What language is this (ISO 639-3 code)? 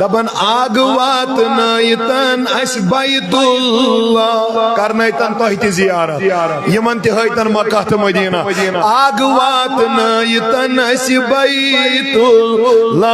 kas